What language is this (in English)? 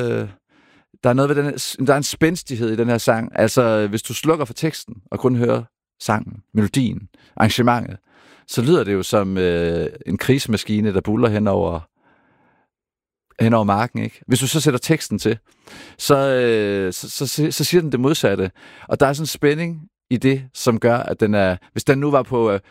Danish